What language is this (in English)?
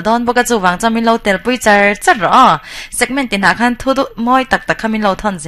Mizo